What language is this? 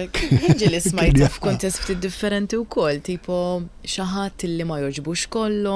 Maltese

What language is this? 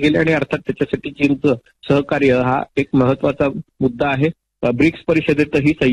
Marathi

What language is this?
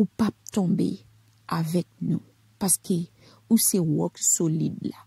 Haitian Creole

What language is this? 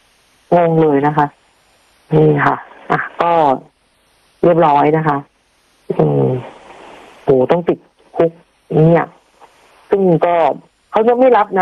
Thai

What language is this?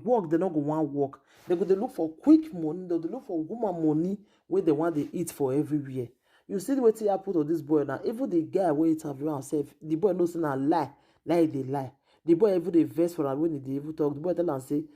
Nigerian Pidgin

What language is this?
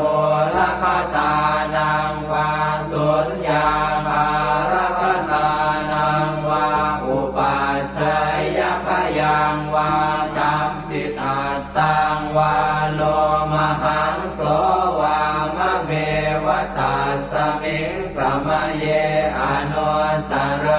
Pali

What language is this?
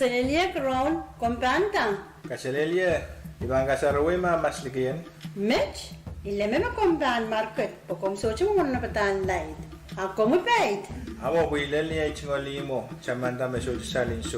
Pohnpeian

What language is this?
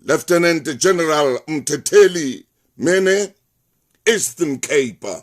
Southern Sotho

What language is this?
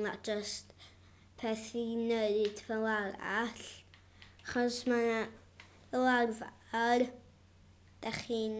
Welsh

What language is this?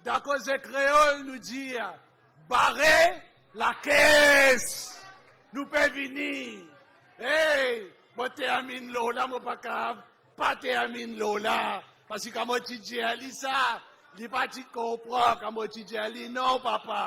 Morisyen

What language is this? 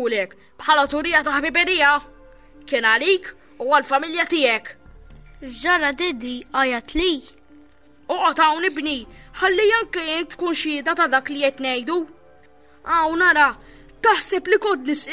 Maltese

